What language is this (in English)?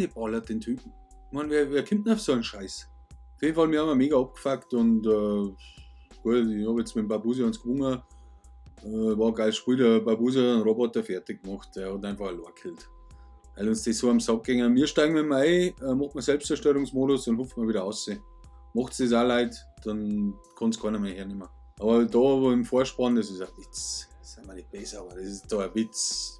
Bavarian